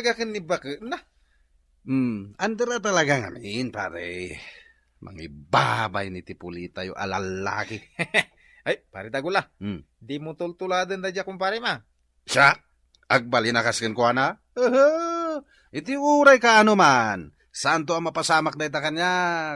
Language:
Iloko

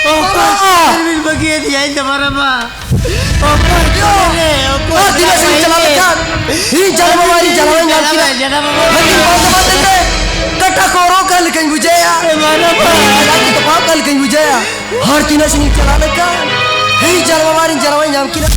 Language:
Santali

